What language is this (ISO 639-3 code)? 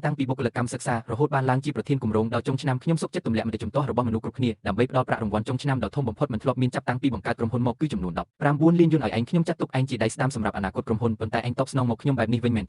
khm